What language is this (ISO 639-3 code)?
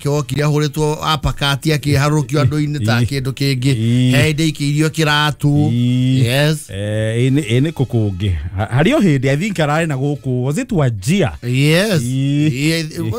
kik